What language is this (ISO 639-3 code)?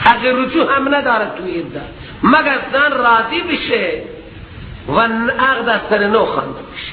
fas